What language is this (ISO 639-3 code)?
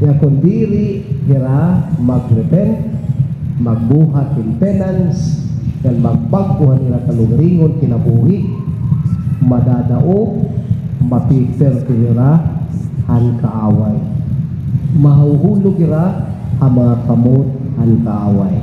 war